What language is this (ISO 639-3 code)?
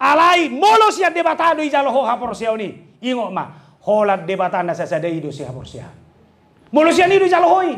bbc